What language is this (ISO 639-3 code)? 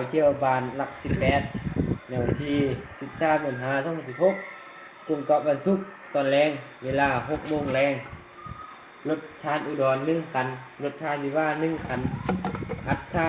lao